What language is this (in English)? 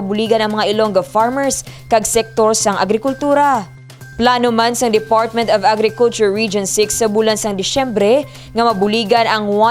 Hiligaynon